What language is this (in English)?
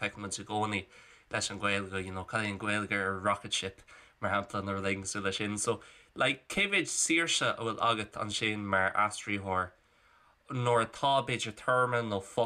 Irish